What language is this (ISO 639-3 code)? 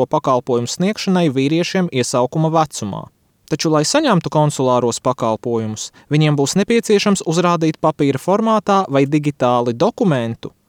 lav